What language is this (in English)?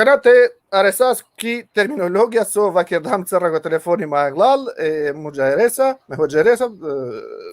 Balkan Romani